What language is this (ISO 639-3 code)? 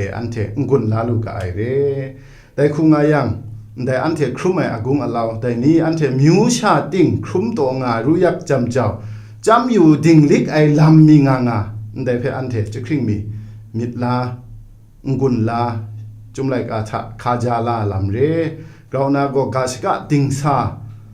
kac